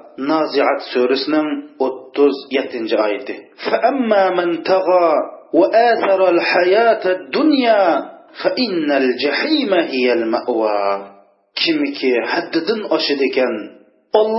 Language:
Uyghur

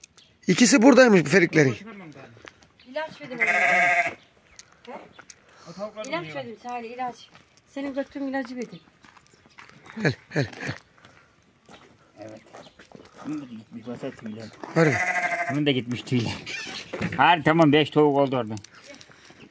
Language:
Turkish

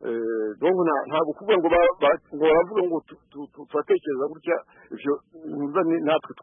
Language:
Kinyarwanda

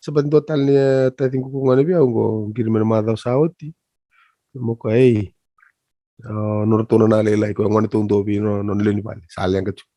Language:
Fijian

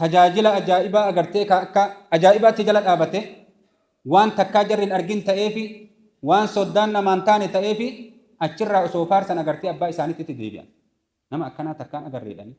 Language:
Oromo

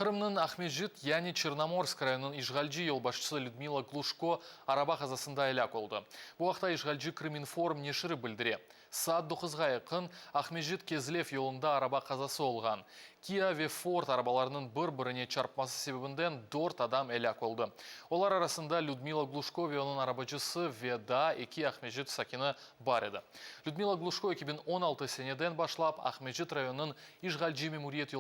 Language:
Crimean Tatar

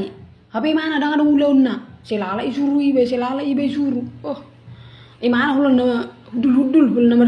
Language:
Batak Toba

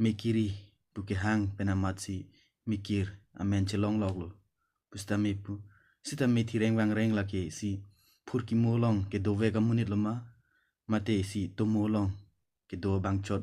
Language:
Karbi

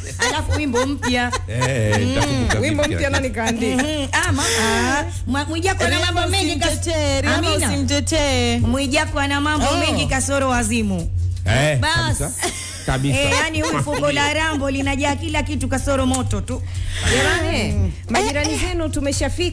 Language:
Swahili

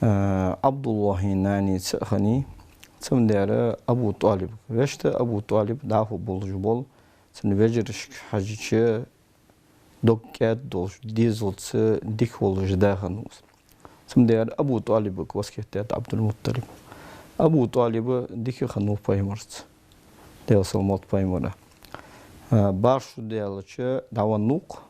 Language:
Ingush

